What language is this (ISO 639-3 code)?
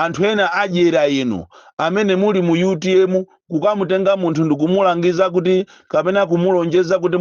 nya